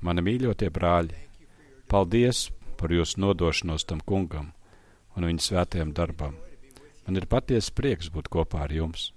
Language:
Latvian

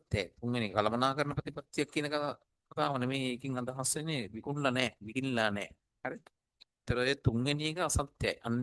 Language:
Sinhala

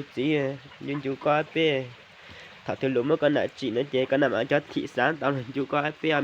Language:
Hmong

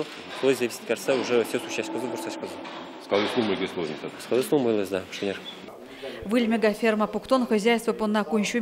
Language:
Udmurt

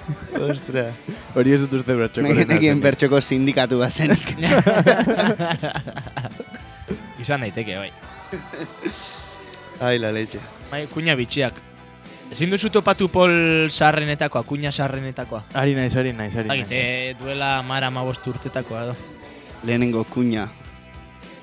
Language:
Basque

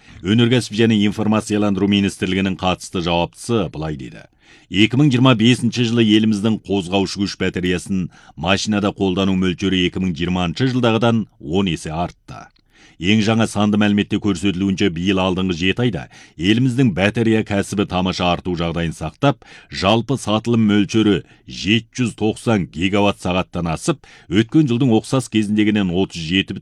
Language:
Kazakh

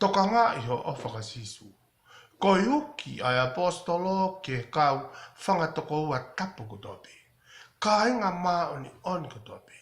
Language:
Tongan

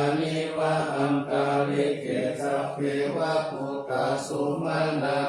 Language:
Pali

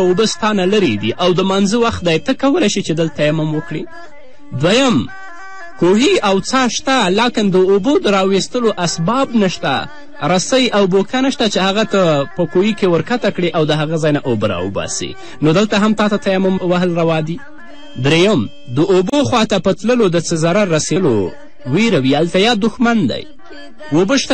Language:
Pashto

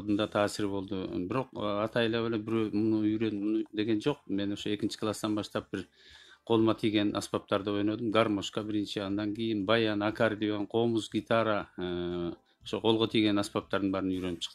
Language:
Kyrgyz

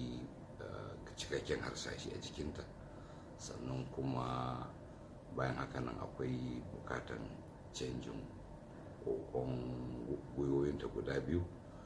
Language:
Hausa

